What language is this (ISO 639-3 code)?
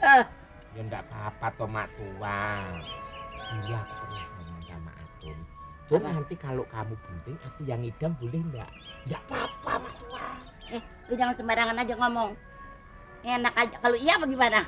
bew